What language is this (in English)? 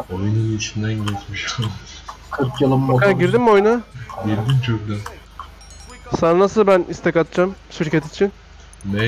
Turkish